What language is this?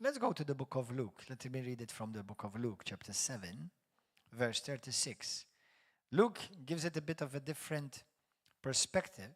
English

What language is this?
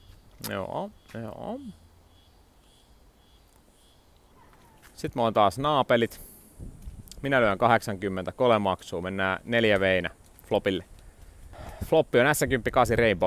Finnish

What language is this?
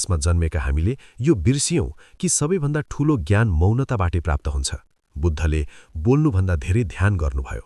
Nepali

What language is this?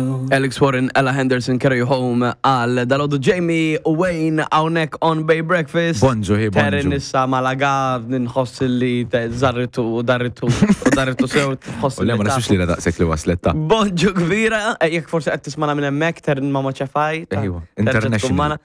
Maltese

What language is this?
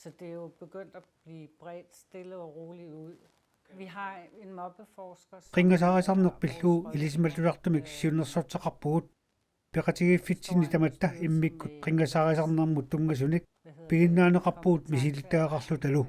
Kalaallisut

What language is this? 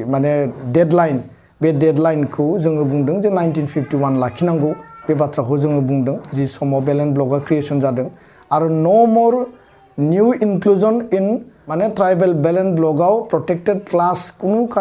Bodo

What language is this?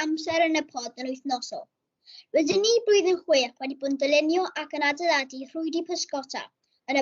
Welsh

